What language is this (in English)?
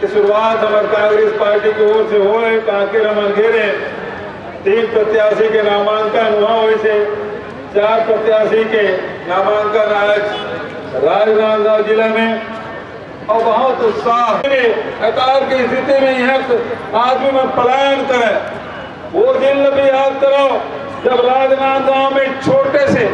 Chhattisgarhi